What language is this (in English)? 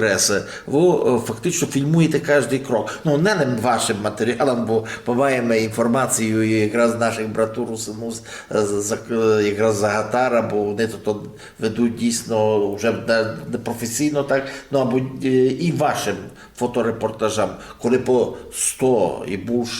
Rusyn